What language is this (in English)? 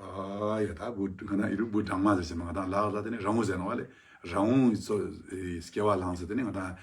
Ladakhi